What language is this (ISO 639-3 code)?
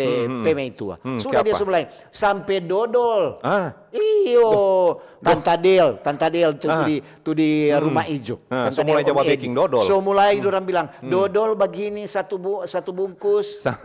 xmm